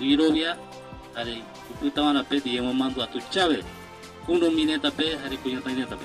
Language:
Guarani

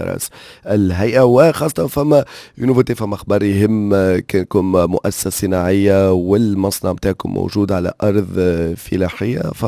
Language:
Tunisian Arabic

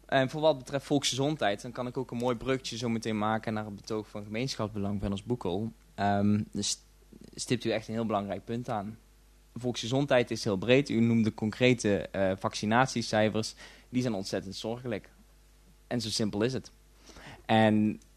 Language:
Dutch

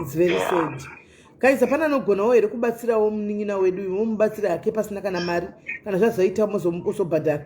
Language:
Shona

